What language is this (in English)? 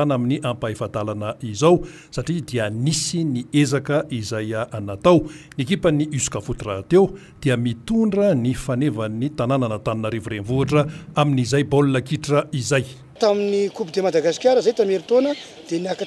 Malagasy